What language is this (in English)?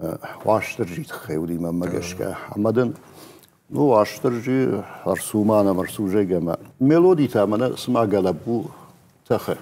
Ossetic